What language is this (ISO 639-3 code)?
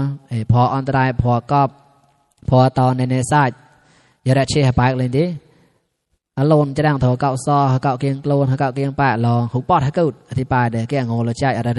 mnw